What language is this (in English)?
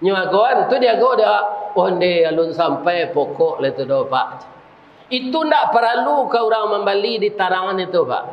Minangkabau